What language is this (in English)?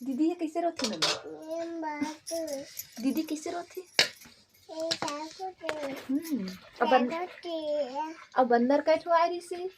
Chhattisgarhi